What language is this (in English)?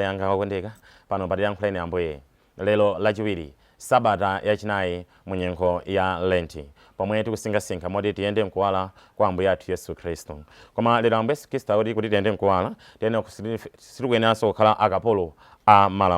Nyanja